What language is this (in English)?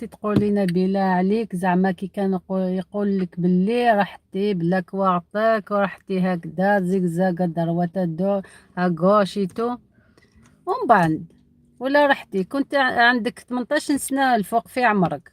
Algerian Arabic